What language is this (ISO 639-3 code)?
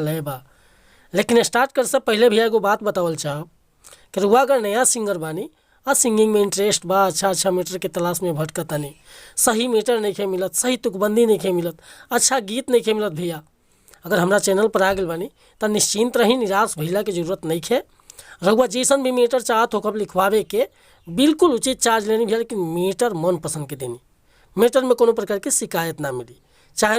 bho